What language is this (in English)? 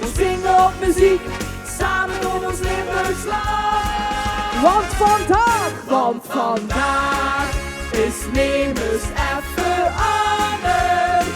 Limburgish